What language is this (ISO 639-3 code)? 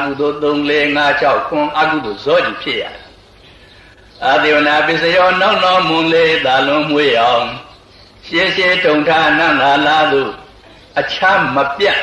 mya